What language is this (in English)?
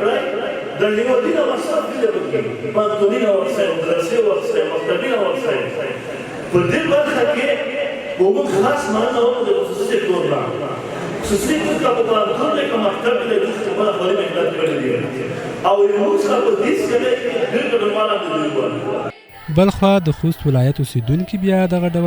Pashto